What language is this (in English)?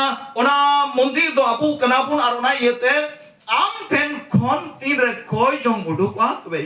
Santali